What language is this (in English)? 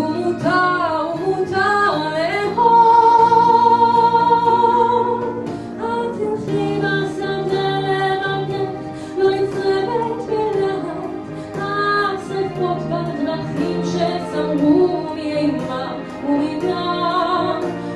Hebrew